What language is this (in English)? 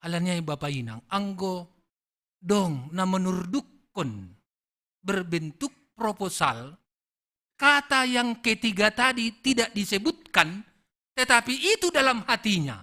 Batak Simalungun